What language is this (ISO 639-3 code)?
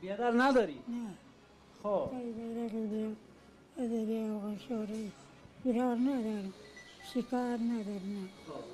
tgk